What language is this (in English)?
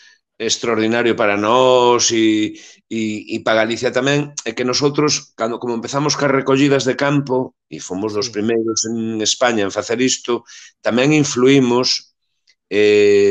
Galician